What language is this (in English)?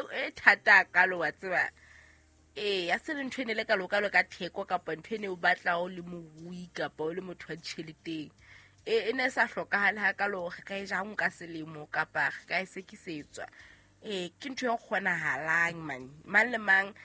Southern Sotho